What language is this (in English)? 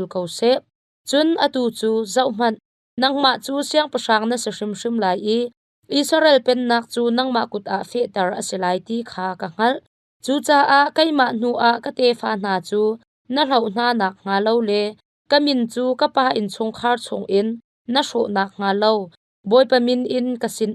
Hakha Chin